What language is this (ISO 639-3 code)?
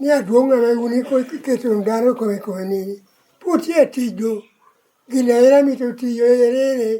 laj